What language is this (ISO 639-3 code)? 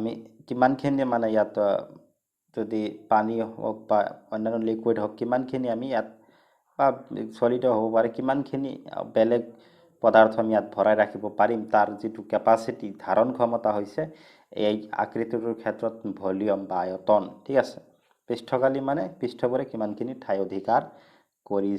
asm